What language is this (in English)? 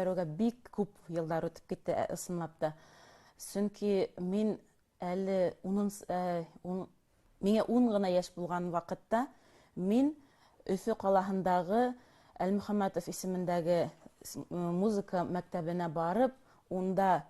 Bashkir